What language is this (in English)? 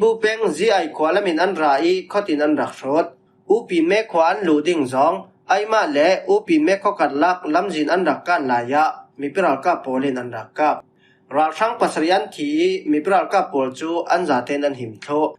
Falam Chin